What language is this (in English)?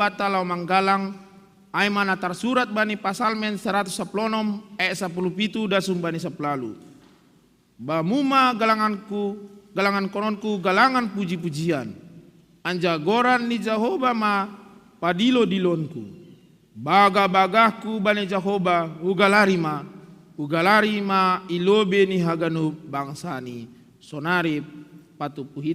Batak Simalungun